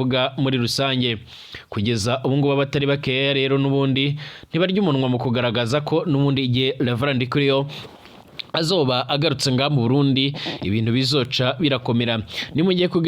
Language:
Rundi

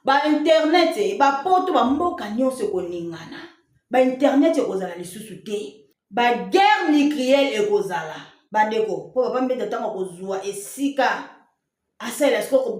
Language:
Lingala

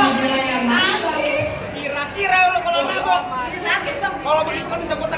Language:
Betawi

